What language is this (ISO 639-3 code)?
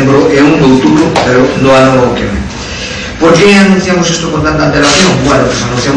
glg